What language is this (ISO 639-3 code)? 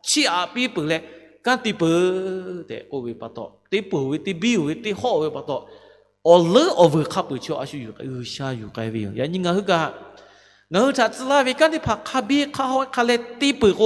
lhu